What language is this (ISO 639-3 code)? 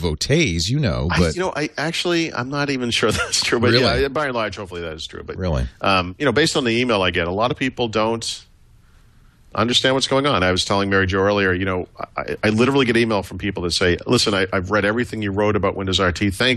eng